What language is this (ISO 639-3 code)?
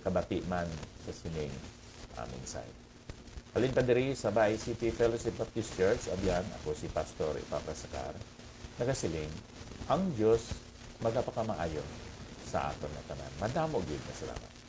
hil